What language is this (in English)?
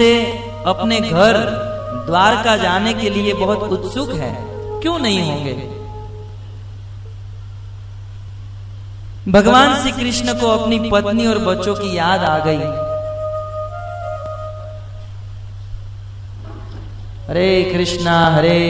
Hindi